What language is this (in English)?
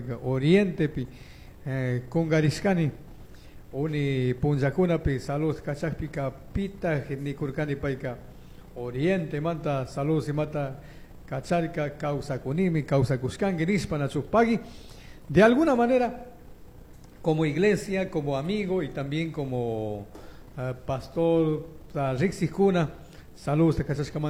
Chimborazo Highland Quichua